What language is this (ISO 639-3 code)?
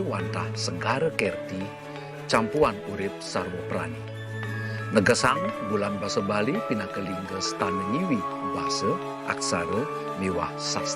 ban